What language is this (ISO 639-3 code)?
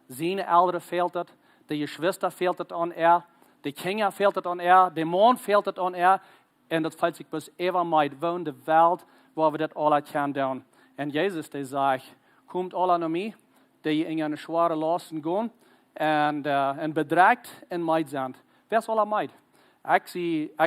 pdt